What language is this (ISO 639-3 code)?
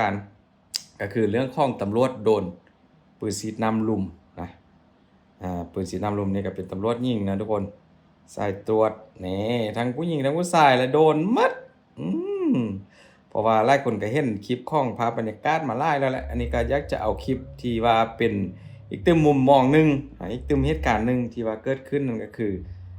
lao